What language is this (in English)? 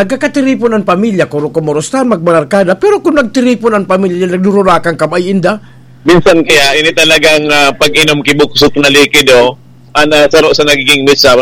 Bikol